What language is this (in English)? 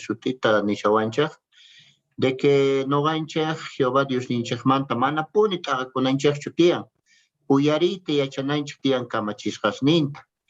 South Bolivian Quechua